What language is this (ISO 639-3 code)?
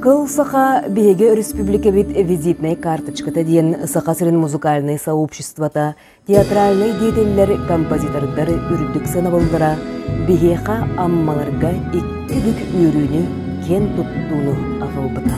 sah